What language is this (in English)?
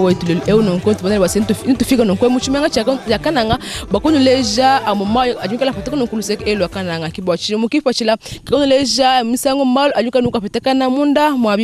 Luba-Lulua